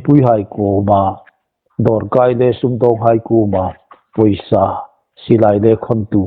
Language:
Hmar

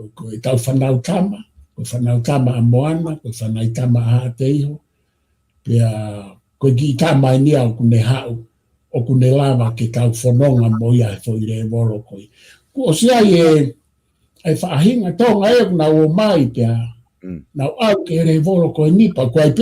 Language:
Tongan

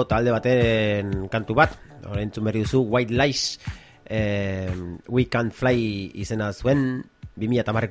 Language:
Basque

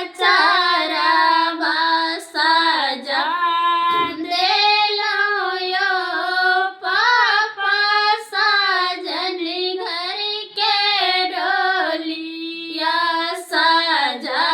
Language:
Maithili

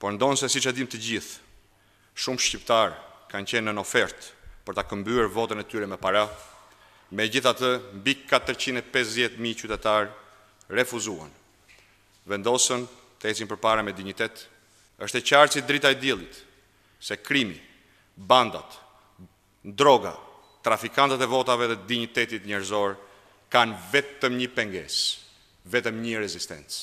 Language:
Albanian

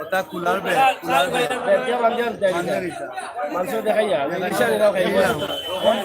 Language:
Sylheti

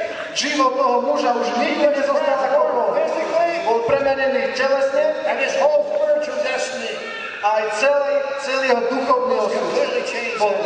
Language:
Slovak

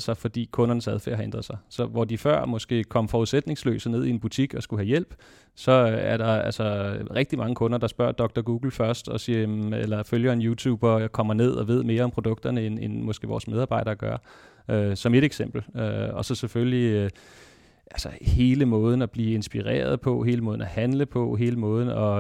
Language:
Danish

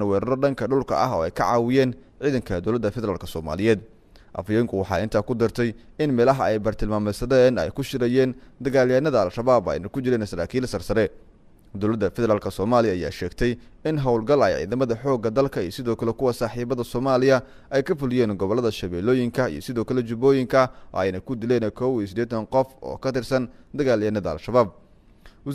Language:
Somali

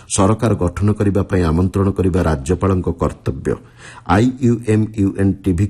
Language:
Odia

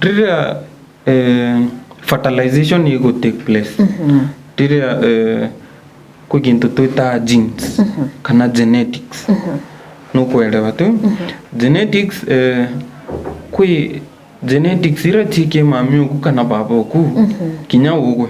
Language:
Meru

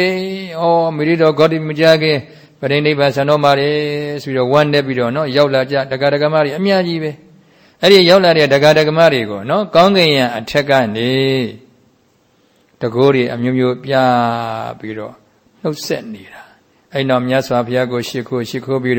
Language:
Burmese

